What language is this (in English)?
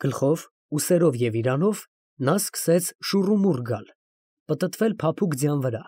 Armenian